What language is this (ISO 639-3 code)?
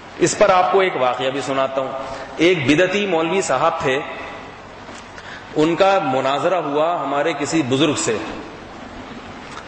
urd